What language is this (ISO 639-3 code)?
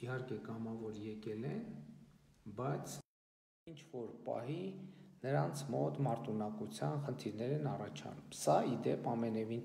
hye